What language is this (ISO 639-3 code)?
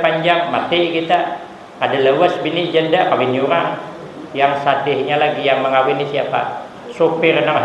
bjn